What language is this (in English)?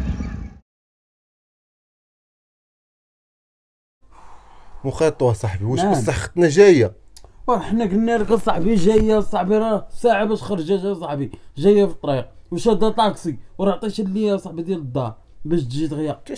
Moroccan Arabic